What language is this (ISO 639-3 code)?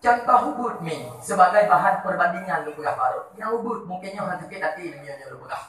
ace